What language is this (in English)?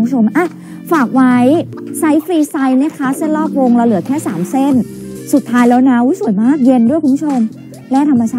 Thai